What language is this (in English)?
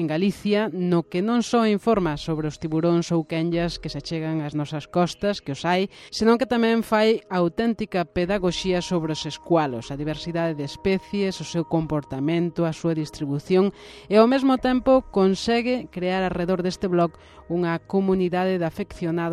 Galician